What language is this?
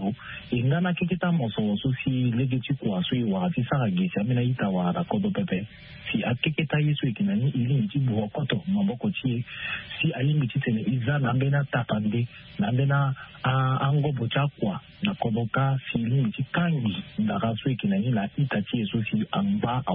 Sango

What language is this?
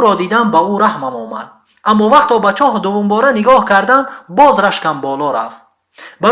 Tajik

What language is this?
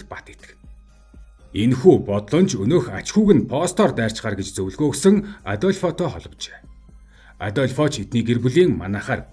Mongolian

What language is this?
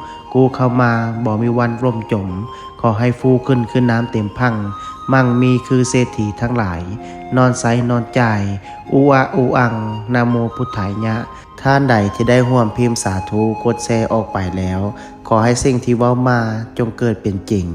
Lao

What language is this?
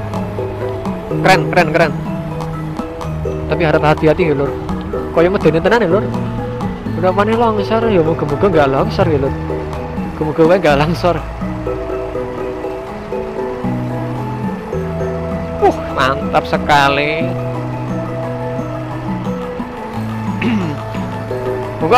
Indonesian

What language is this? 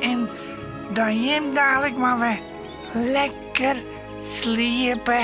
Western Frisian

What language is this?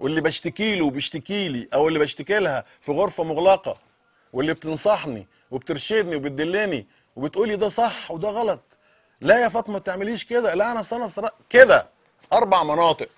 Egyptian Arabic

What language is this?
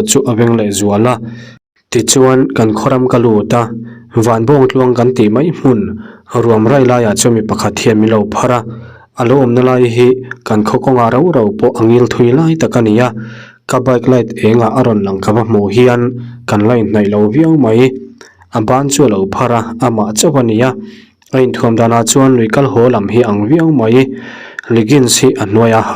Mizo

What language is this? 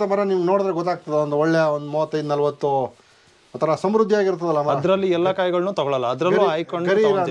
Kannada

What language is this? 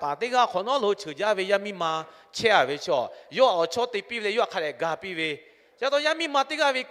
Lahu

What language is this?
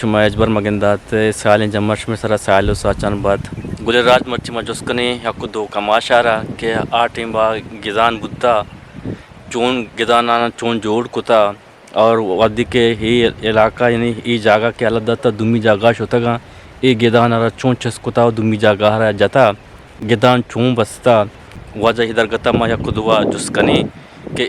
Eastern Balochi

